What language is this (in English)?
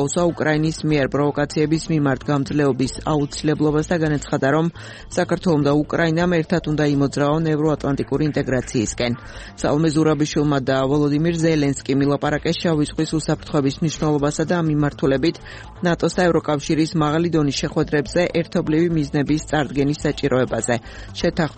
Georgian